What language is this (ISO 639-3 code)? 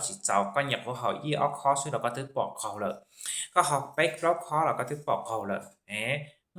hmn